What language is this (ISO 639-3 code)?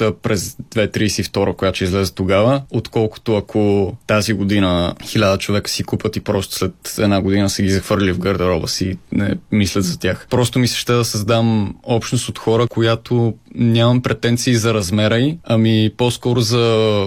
bul